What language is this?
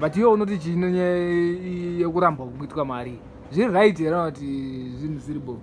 Shona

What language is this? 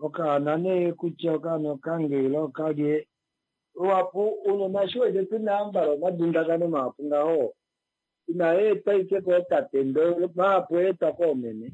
Kuanyama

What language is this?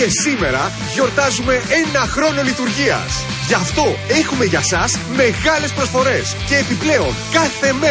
Greek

